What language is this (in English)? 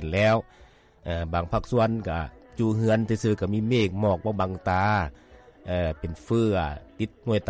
Lao